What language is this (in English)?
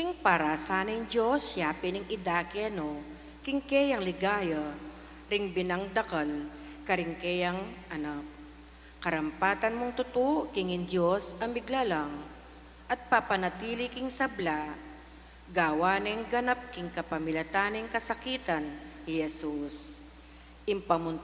Pampanga